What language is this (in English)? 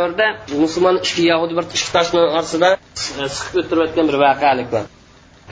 Uyghur